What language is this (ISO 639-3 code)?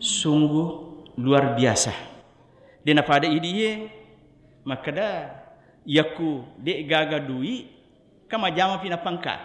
bug